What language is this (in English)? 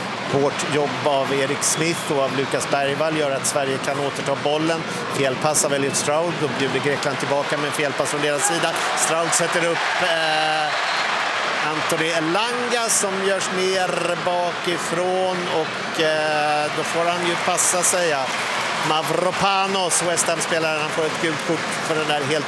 Swedish